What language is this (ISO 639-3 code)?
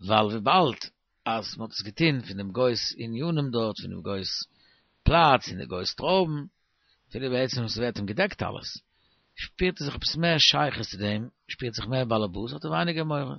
yid